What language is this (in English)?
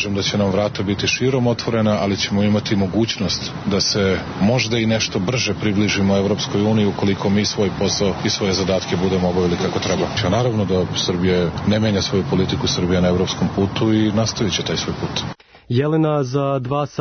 Serbian